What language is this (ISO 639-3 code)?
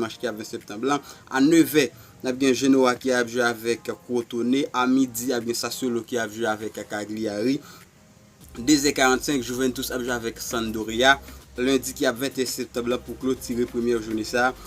hat